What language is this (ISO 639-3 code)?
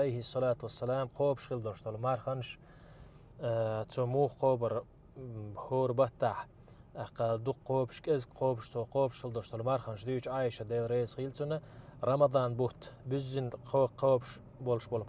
che